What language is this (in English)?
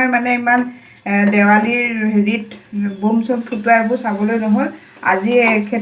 Assamese